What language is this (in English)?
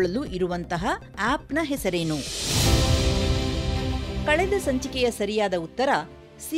Kannada